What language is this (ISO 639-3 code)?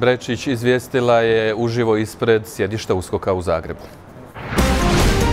hrv